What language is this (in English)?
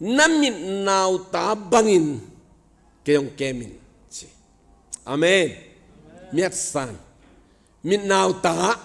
Tedim Chin